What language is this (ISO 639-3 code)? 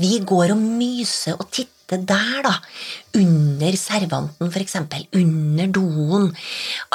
nor